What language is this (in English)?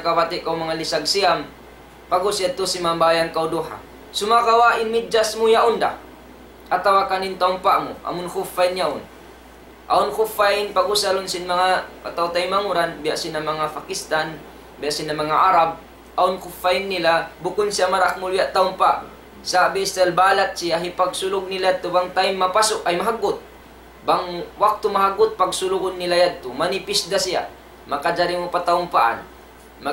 Tausug